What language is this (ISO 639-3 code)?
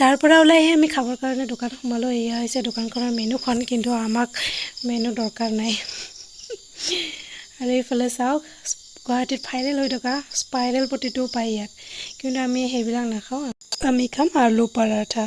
asm